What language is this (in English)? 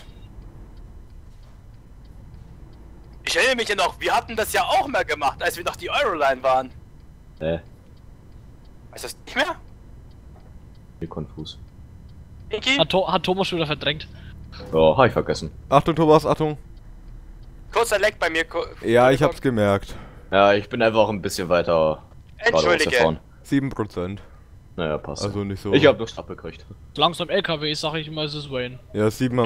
German